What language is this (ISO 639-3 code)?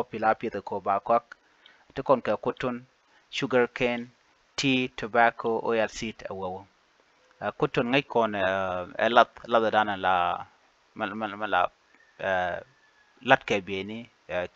nus